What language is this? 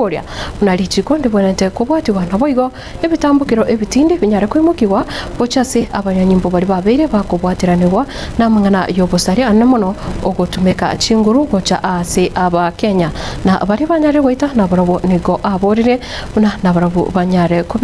Gusii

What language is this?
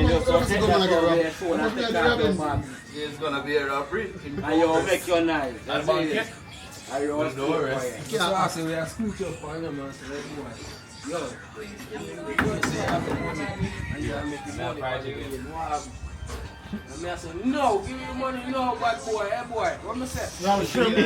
Jamaican Creole English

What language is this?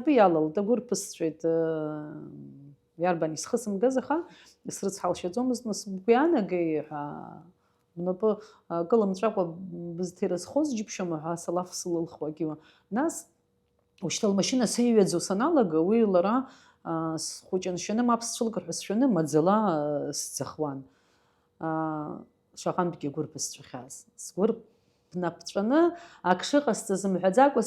Abkhazian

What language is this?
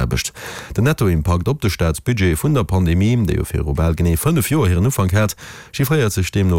Luxembourgish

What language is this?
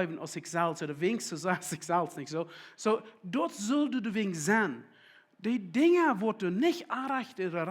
Plautdietsch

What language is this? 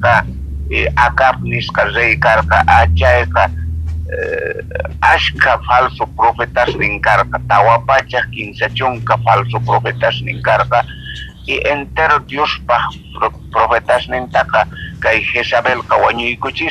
South Bolivian Quechua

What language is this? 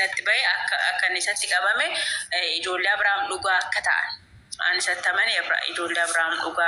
Oromo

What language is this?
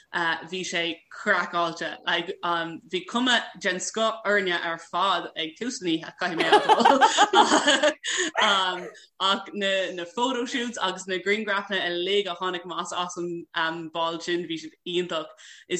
Irish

